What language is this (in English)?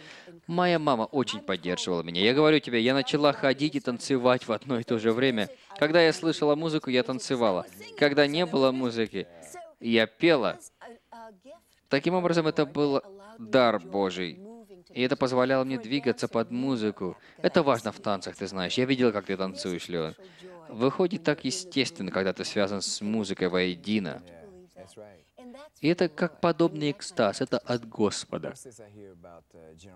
Russian